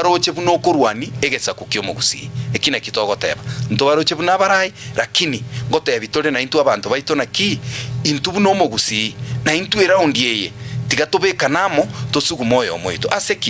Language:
Gusii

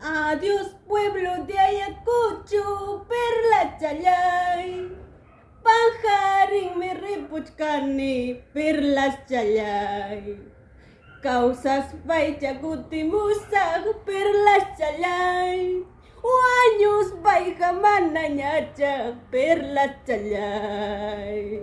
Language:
Ayacucho Quechua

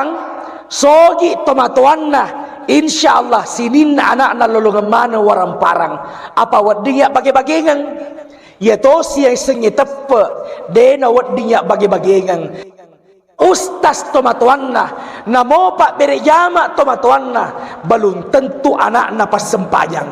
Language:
Buginese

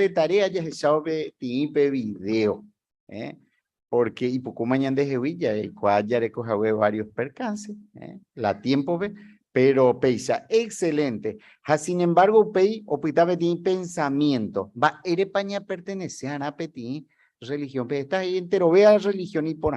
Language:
Guarani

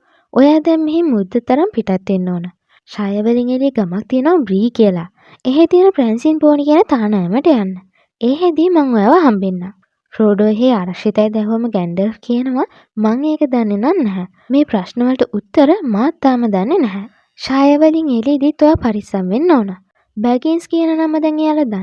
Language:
Sinhala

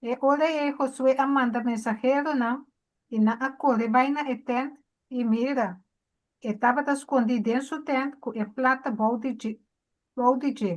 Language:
Papiamento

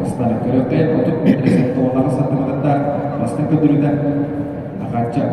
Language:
Yakut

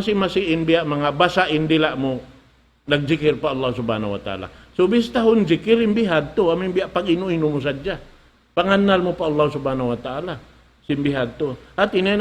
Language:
Tausug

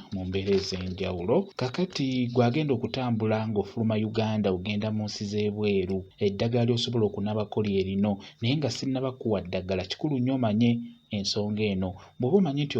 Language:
Ganda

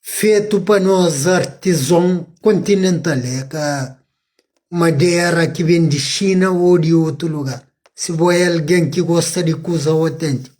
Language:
Kabuverdianu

